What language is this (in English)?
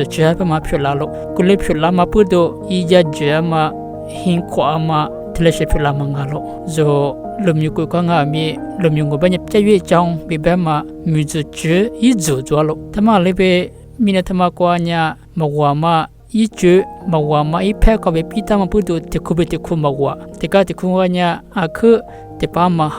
Lisu